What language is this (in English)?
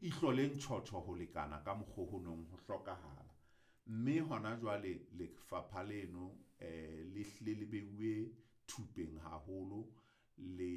Southern Sotho